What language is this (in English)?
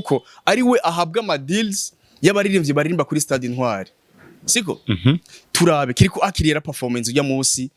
Rundi